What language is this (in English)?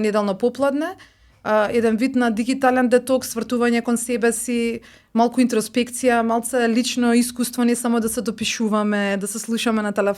Macedonian